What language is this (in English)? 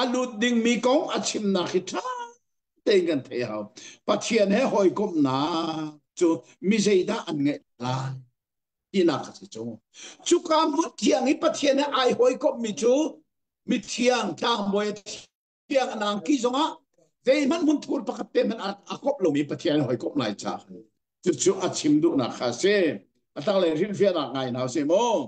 Hakha Chin